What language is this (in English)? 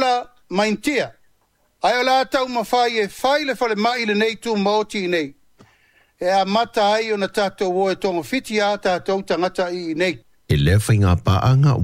Samoan